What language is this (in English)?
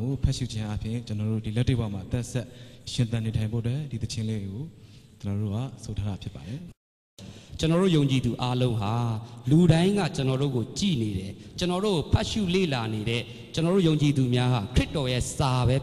Burmese